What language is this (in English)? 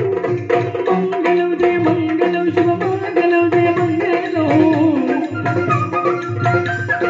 Kannada